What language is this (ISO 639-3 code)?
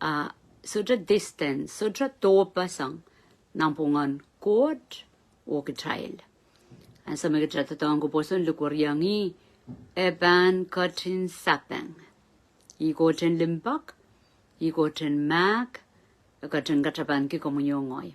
pon